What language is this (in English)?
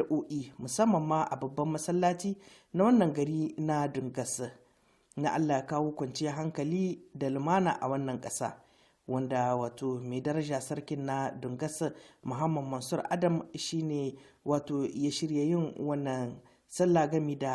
Hausa